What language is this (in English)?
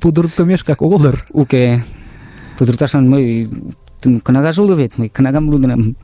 Mari